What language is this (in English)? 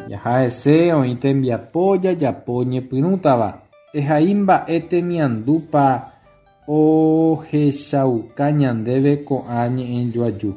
Guarani